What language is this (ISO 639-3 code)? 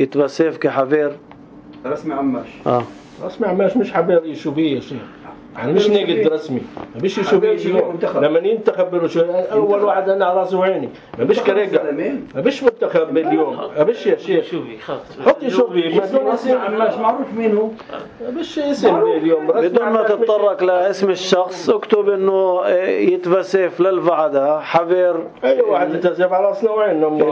apc